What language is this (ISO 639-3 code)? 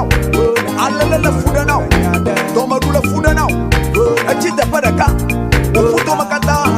ewe